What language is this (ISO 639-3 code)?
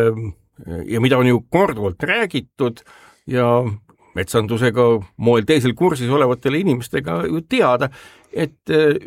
est